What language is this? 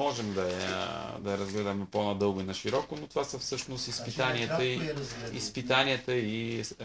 Bulgarian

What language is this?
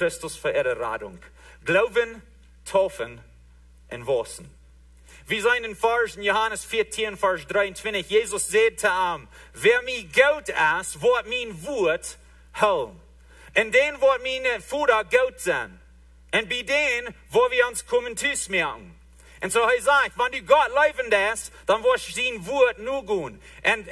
Plautdietsch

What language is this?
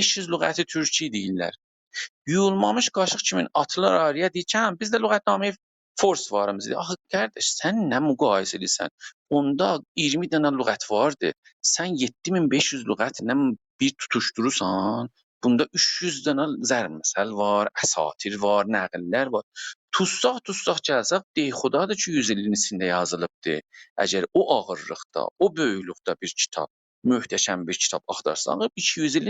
South Azerbaijani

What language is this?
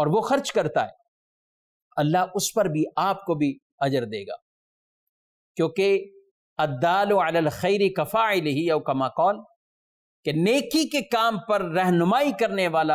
Urdu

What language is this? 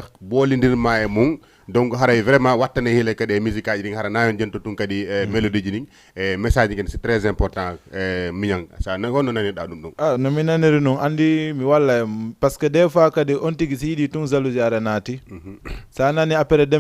Fula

